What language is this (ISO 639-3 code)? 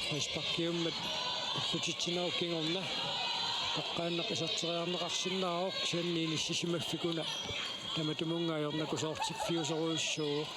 kal